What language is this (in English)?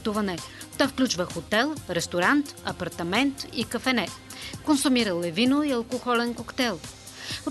Bulgarian